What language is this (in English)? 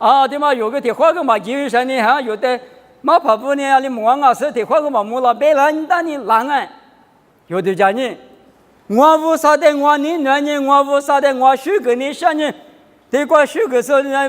Lisu